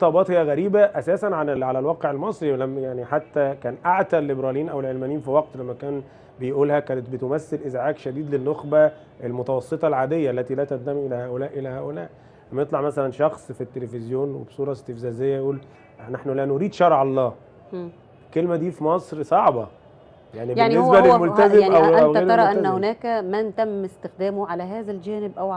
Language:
Egyptian Arabic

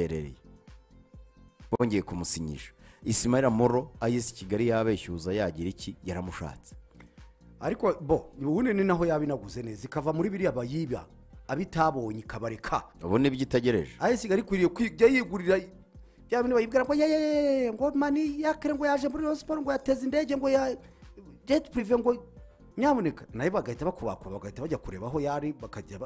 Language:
Kinyarwanda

